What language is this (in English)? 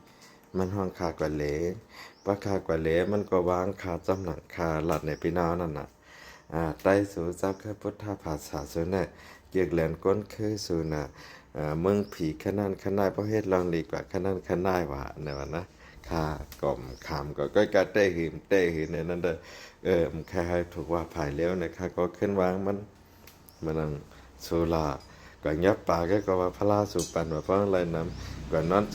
Shan